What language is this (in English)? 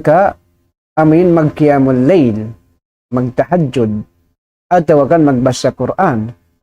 Tausug